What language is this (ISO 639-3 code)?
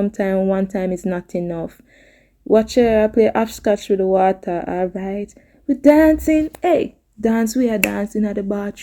jam